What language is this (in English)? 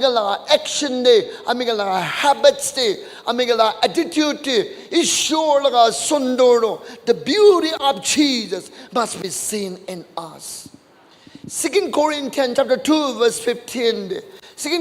Naga Pidgin